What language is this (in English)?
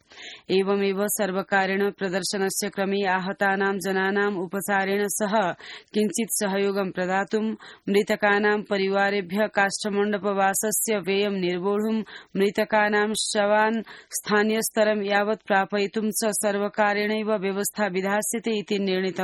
Sanskrit